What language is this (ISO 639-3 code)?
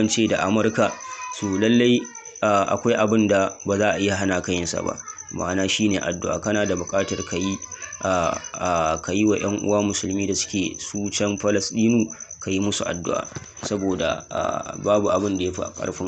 hau